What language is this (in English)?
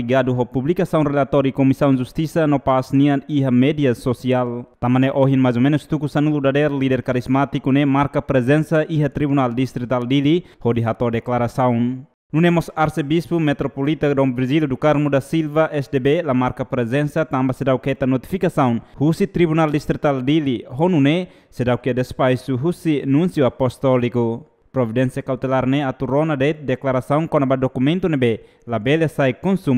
Tetum